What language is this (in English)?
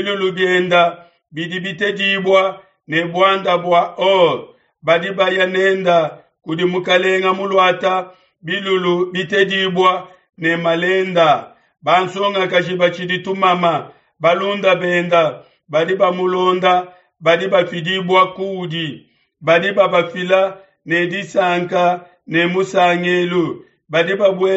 Luba-Lulua